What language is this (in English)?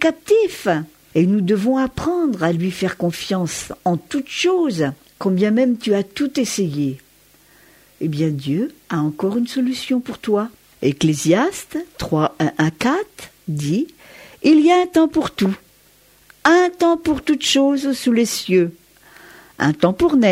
French